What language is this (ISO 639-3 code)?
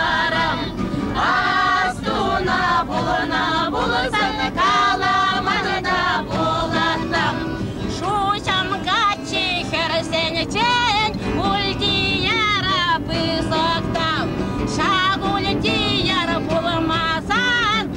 chv